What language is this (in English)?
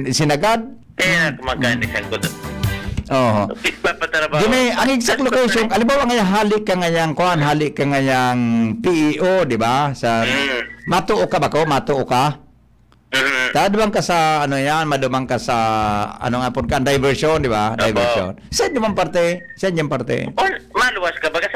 Bikol